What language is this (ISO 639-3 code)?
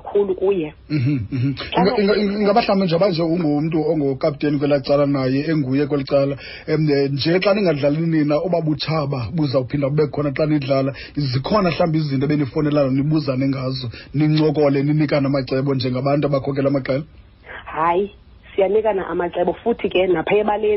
xho